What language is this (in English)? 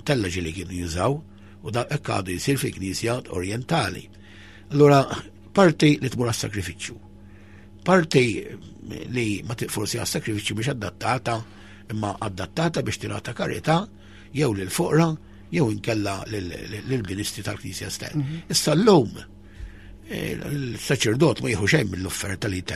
Maltese